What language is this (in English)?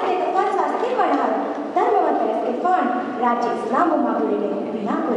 Divehi